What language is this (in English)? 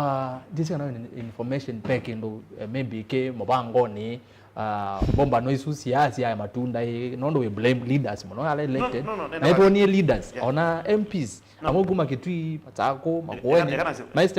Kamba